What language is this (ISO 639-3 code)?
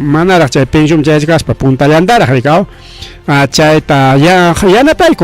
quy